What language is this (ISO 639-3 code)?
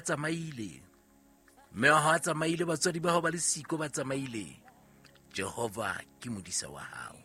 sot